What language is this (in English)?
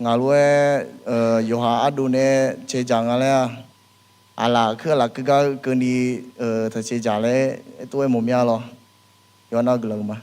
Akha